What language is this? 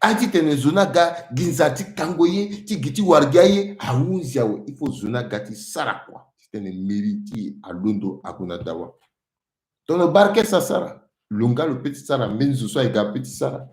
Sango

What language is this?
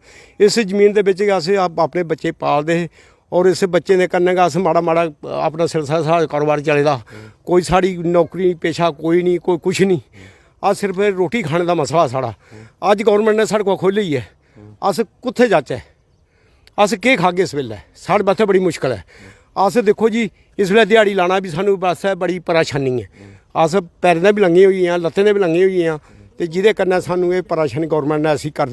Dogri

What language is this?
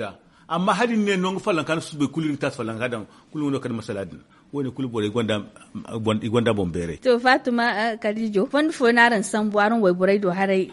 Zarma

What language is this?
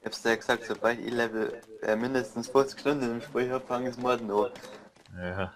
Bavarian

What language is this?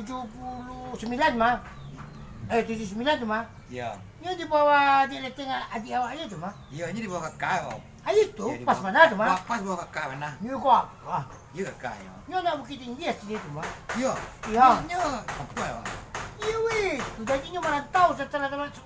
Minangkabau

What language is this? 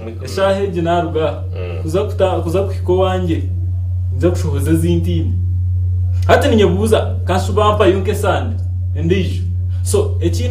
Nyankole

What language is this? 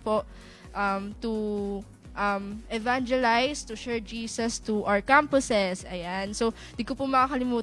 Filipino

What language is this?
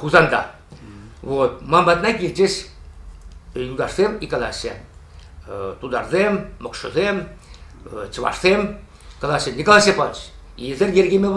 Chuvash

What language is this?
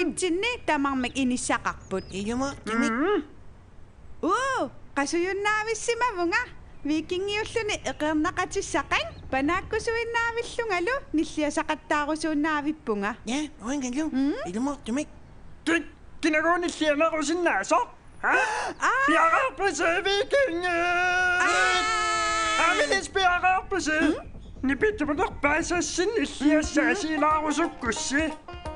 Kalaallisut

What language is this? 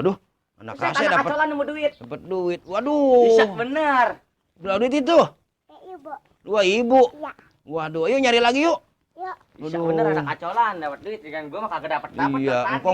Betawi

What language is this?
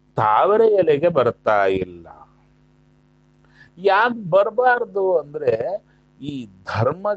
Kannada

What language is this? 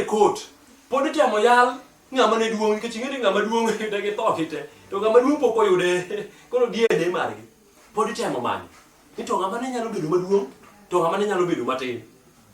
Luo (Kenya and Tanzania)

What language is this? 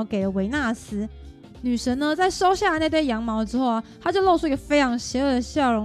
Chinese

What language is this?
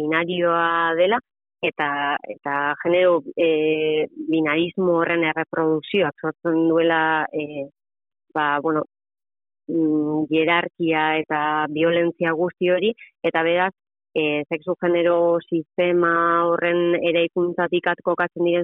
Basque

